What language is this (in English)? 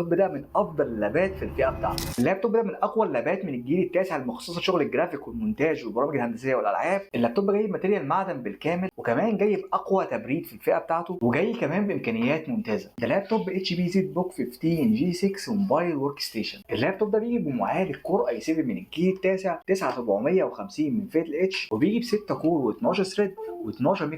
Egyptian Arabic